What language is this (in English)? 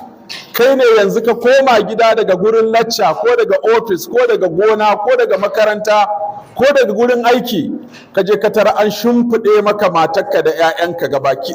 Hausa